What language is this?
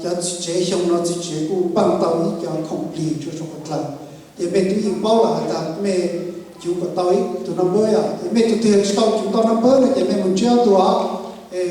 Hmong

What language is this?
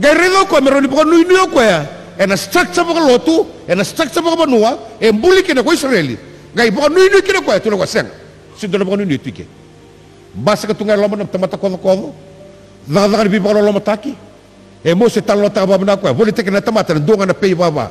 Fijian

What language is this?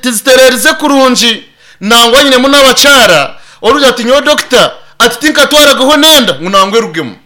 Nyankole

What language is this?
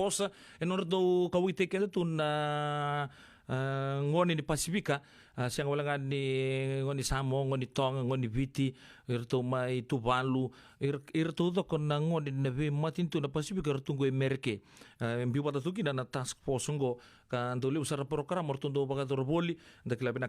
Fijian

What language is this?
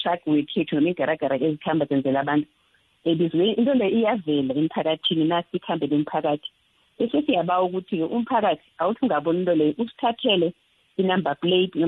South Ndebele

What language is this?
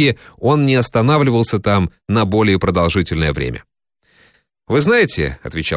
Russian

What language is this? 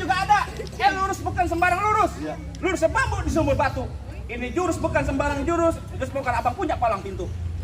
Betawi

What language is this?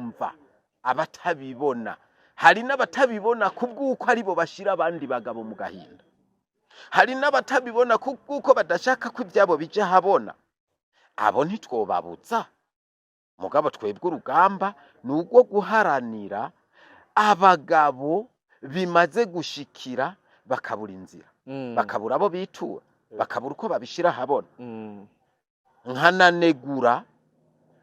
Rundi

